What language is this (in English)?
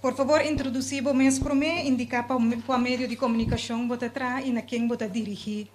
Papiamento